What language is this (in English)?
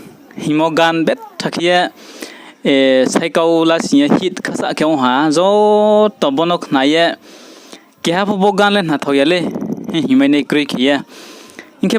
Riang (India)